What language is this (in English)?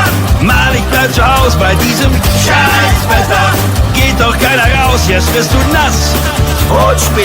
Bavarian